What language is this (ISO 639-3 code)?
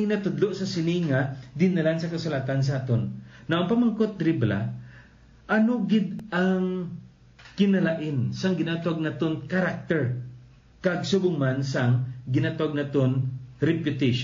hil